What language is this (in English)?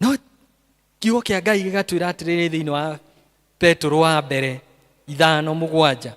Kikuyu